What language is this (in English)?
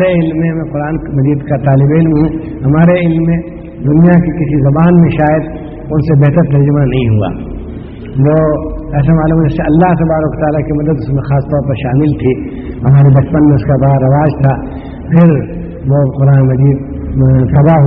Urdu